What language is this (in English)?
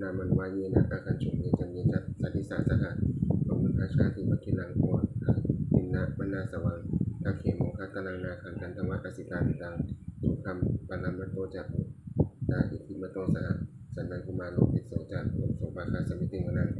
Pali